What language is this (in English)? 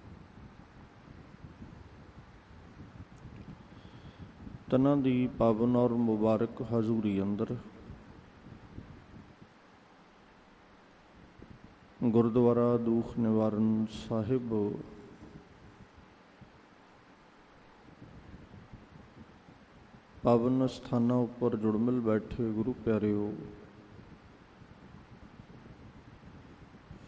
Punjabi